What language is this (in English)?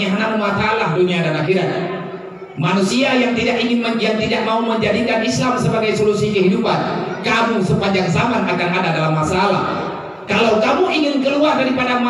Achinese